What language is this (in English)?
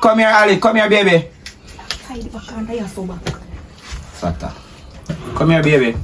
Jamaican Creole English